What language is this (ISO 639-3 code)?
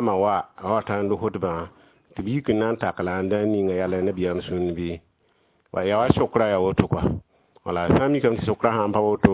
mos